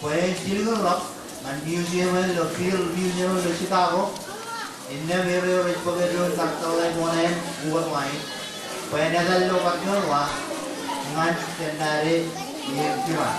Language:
Marshallese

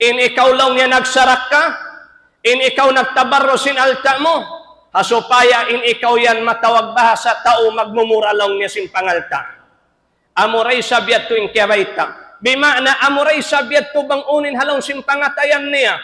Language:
Tausug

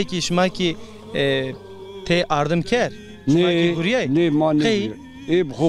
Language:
Zaza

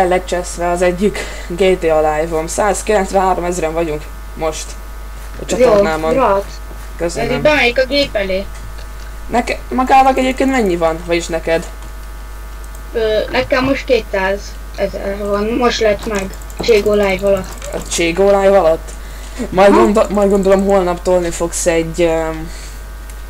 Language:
Hungarian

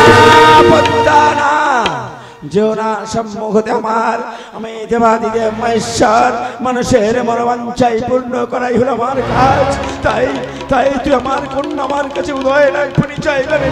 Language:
Bangla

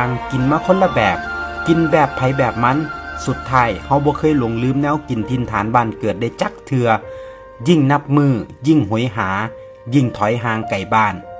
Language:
Northeastern Thai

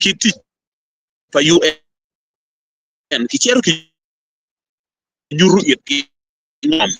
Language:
Acoli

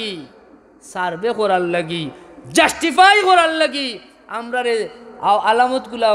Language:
Sylheti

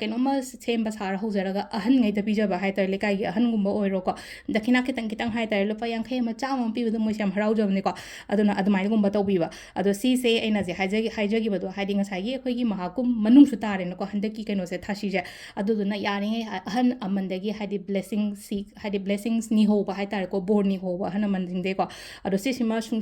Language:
Manipuri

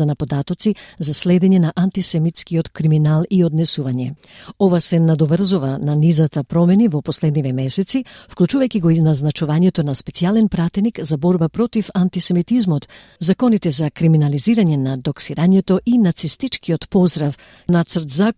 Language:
Macedonian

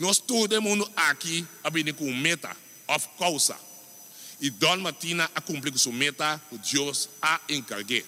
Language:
Papiamento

